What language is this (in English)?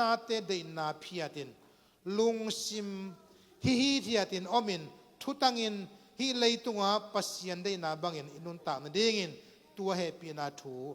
Tedim Chin